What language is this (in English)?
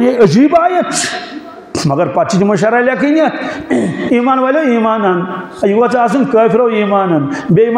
Kashmiri